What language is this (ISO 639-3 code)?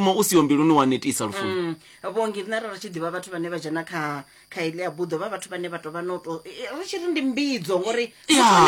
ven